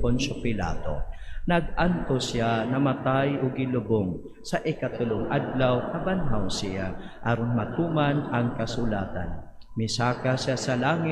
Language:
Cebuano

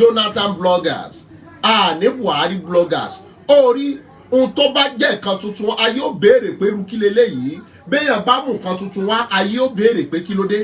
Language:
Yoruba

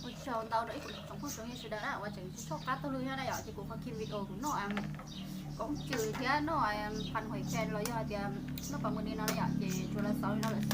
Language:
Hmong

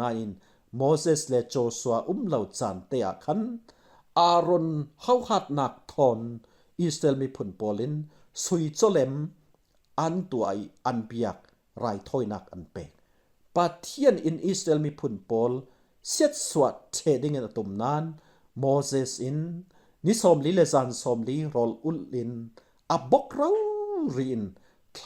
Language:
Falam Chin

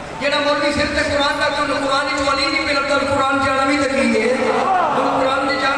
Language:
Urdu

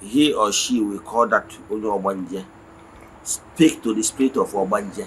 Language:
Igbo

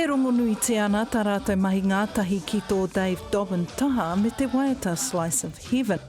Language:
Māori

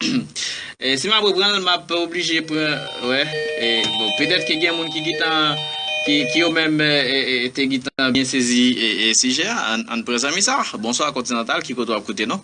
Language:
Haitian Creole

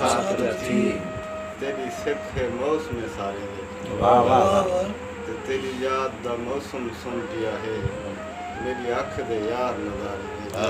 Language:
Saraiki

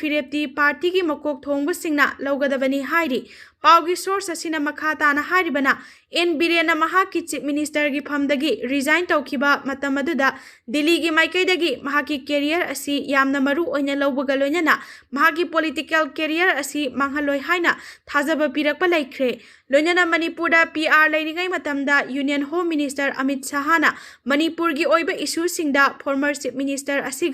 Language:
Manipuri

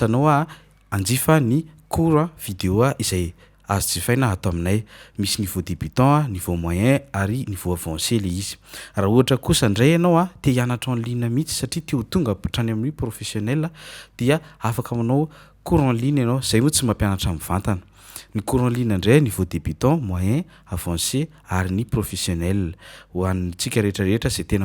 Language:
Malagasy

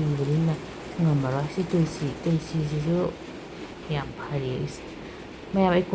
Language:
Manipuri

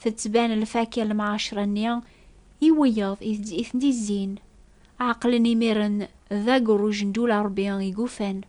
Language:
Kabyle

